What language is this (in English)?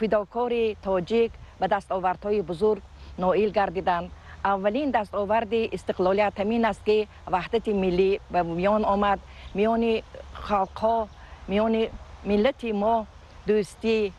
Tajik